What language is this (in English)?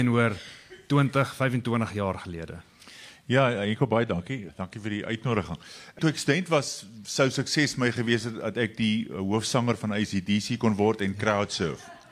Afrikaans